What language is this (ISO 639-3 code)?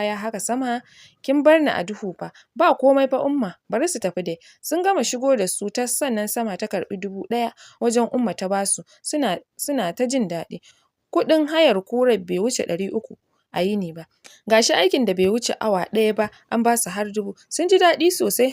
hau